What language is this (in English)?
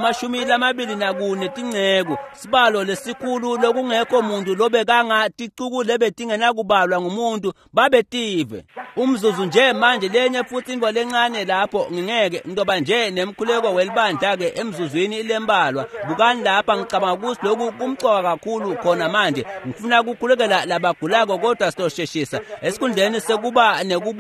Swati